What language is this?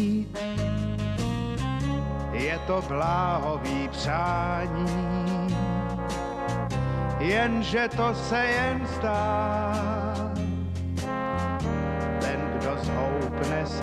Czech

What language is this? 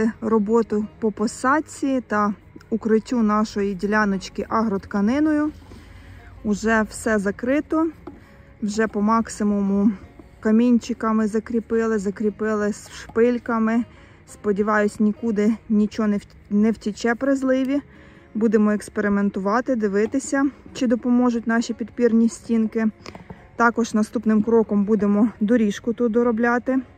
Ukrainian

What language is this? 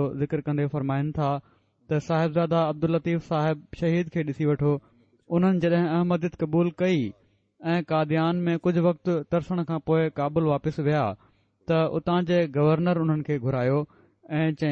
Sindhi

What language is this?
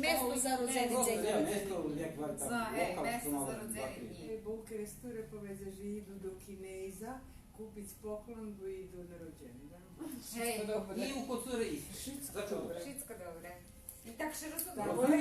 Rusyn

